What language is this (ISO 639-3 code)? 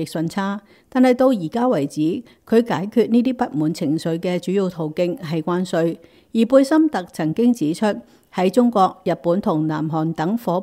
yue